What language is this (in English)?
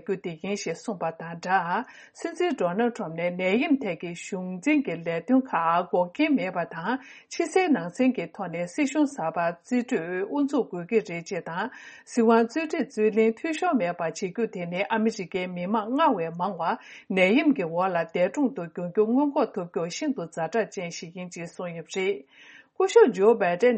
Tibetan